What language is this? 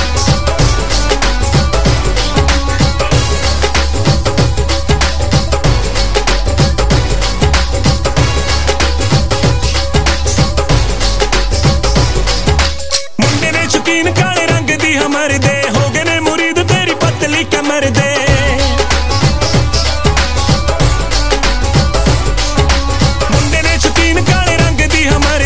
Punjabi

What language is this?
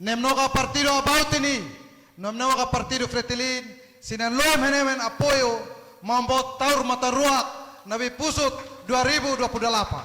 Tetum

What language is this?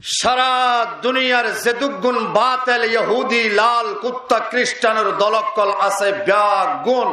Rohingya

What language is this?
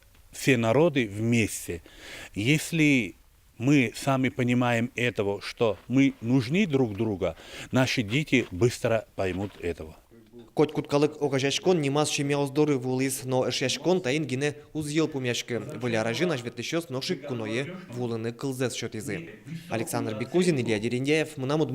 Udmurt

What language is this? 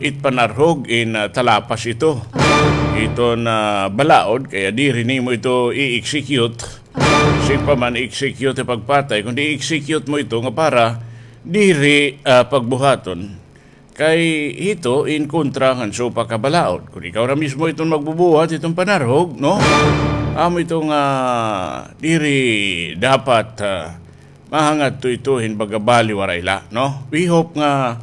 Waray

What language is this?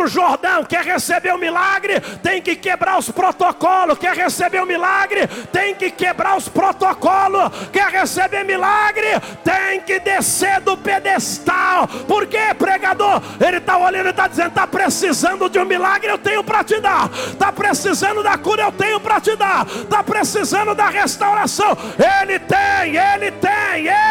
Portuguese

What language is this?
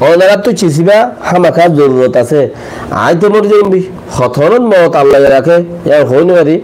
Rohingya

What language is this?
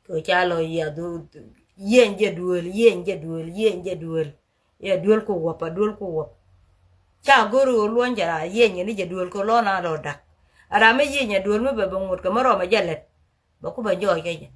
Nuer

